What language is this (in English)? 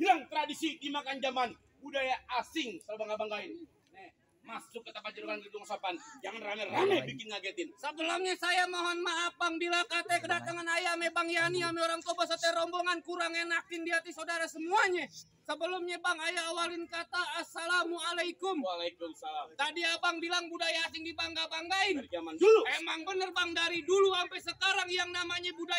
Betawi